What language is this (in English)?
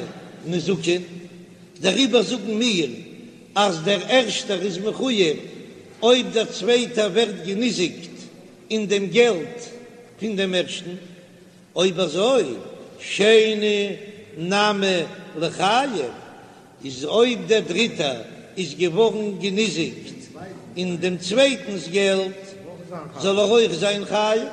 Yiddish